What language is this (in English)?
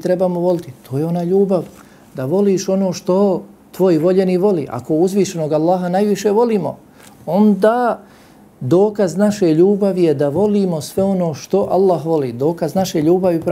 Bosnian